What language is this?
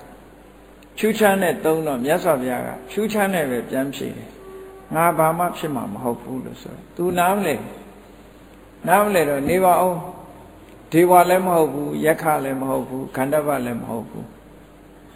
Burmese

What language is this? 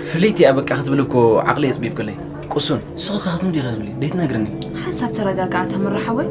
Tigrinya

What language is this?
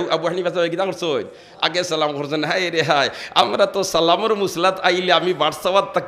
Sylheti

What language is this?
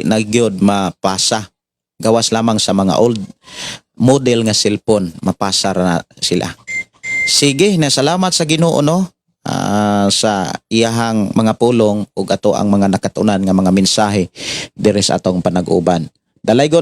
Cebuano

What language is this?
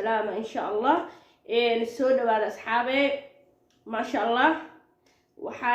Somali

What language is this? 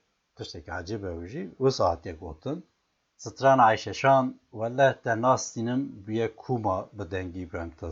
Kurdish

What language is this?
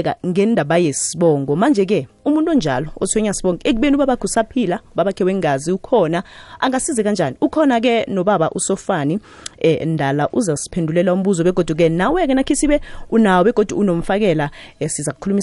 South Ndebele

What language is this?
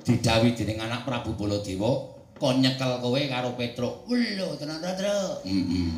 Javanese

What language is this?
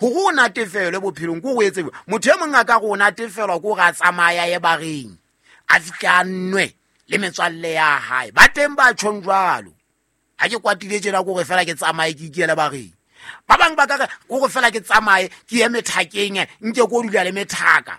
Southern Sotho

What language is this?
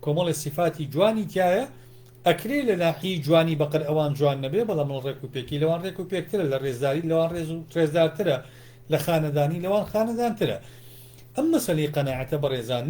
Central Kurdish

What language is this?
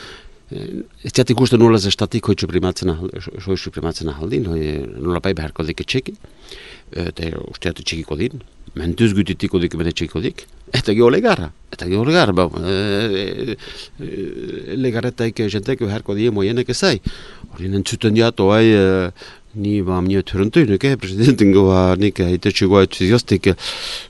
Basque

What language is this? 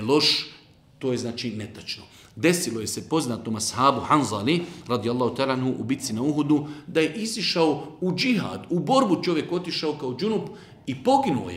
Bosnian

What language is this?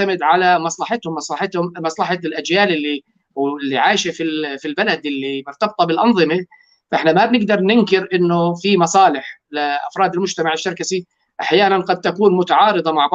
North Levantine Arabic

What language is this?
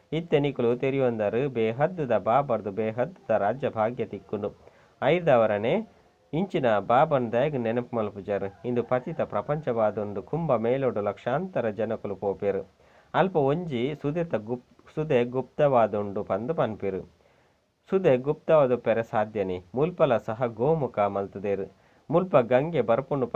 Tulu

